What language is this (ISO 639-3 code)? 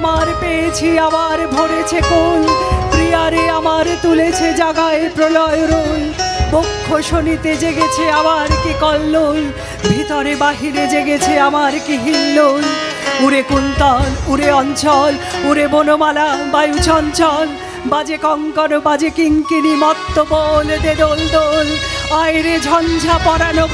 ben